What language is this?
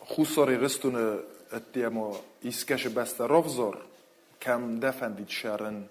Ossetic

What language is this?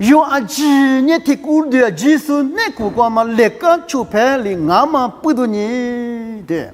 Lisu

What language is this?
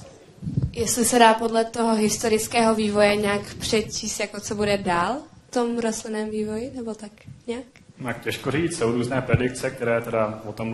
Czech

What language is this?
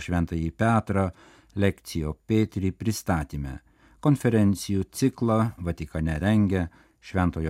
Lithuanian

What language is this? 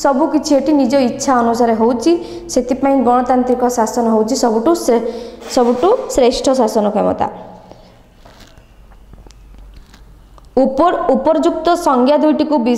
Odia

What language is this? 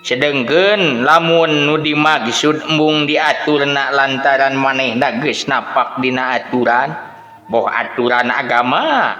Sundanese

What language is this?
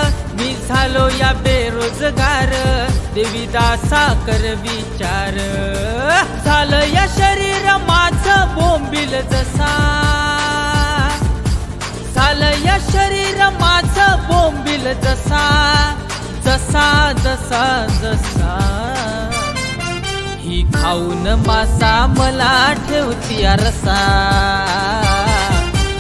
Marathi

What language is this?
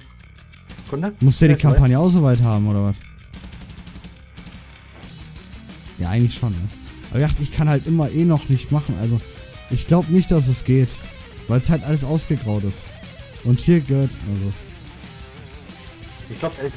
German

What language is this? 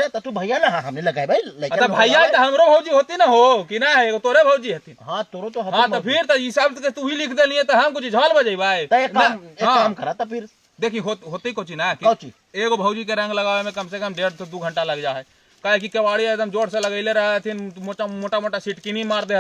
Magahi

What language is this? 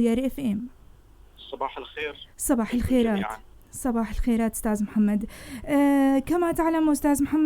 North Levantine Arabic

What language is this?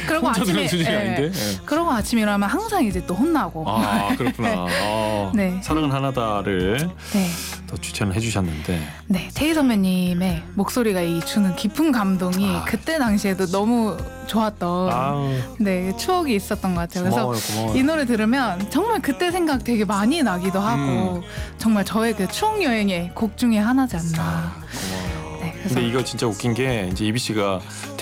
Korean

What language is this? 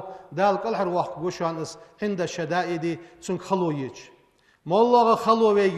Ingush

